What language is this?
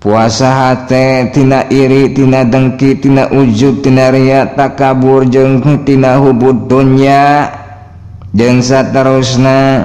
Sundanese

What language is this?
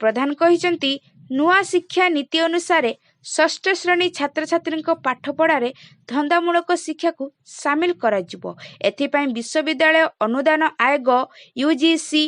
Odia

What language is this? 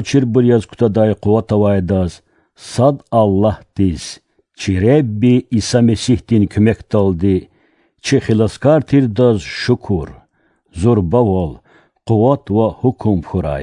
Lezghian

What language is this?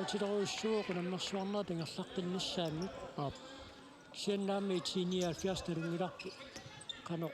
Kalaallisut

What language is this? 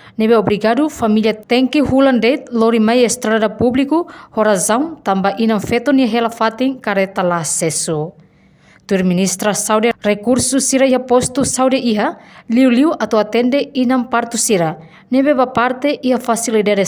Tetum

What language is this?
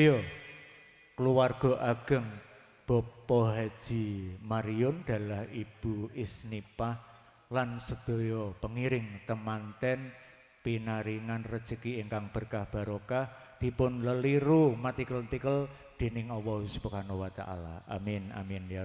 Javanese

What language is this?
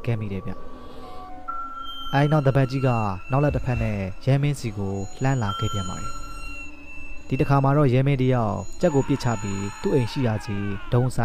Burmese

